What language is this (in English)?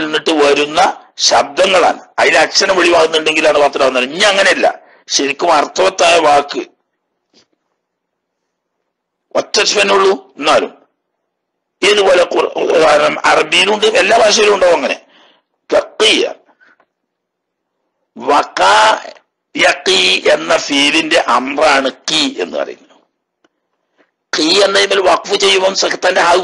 Malayalam